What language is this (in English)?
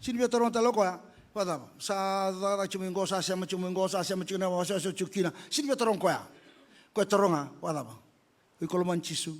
Fijian